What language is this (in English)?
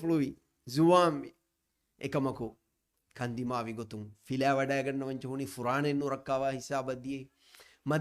Divehi